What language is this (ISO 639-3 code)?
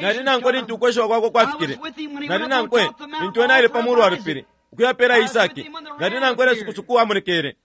bem